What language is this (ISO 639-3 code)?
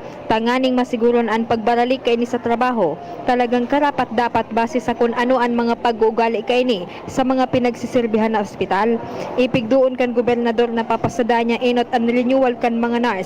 bik